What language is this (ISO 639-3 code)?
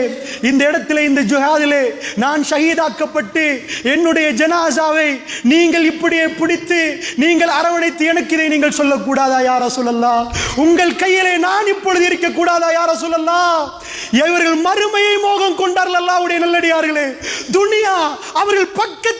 tam